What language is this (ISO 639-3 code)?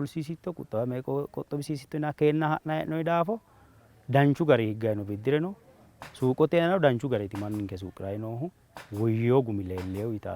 sid